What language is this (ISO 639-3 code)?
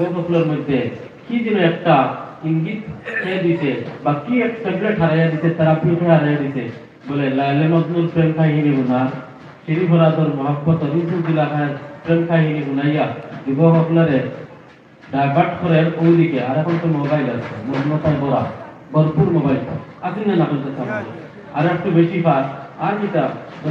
syl